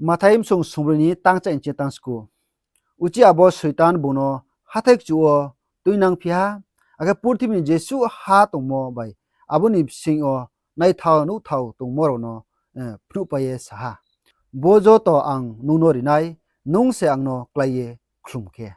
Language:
Riang (India)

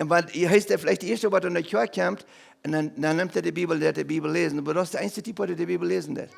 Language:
Plautdietsch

